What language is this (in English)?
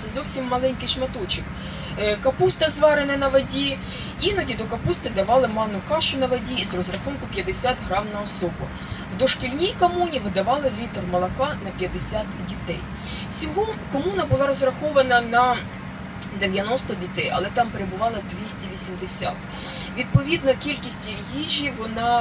Ukrainian